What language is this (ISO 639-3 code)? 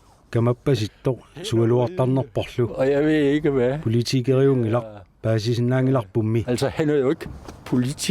kal